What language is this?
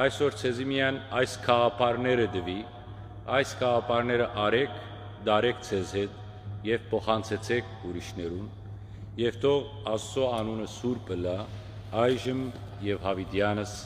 Western Armenian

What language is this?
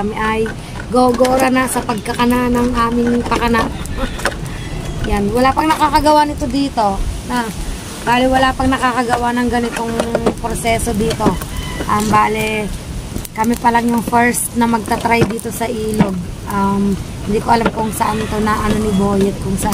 Filipino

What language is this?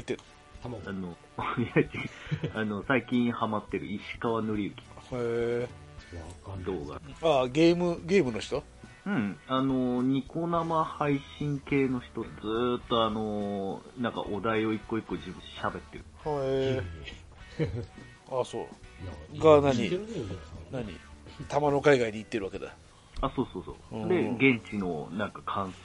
Japanese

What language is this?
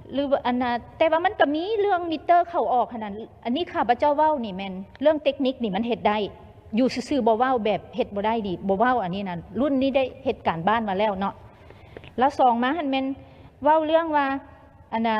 Lao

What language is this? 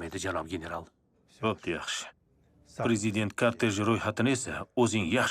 Uzbek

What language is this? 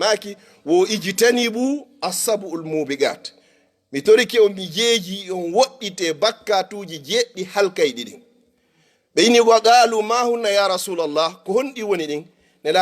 Fula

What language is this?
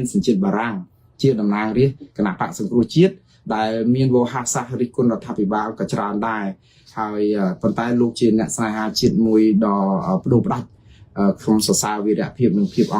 Khmer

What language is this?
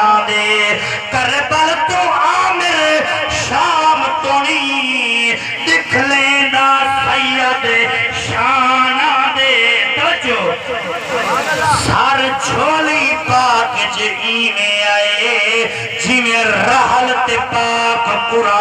Saraiki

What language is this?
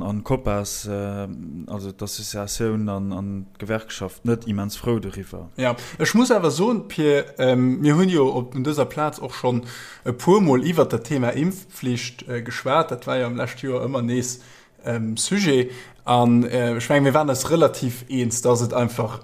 Luxembourgish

